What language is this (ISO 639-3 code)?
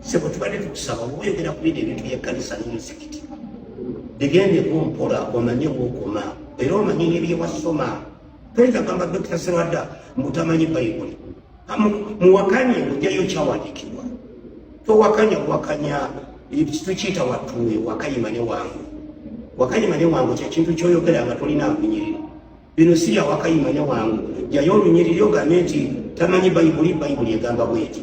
lug